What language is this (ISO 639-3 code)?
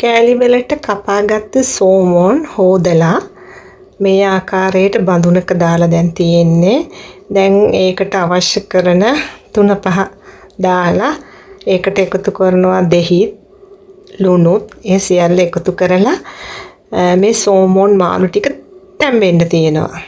sin